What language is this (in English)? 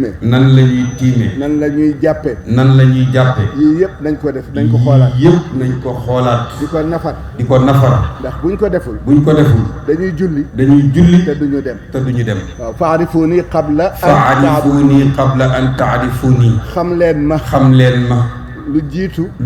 Wolof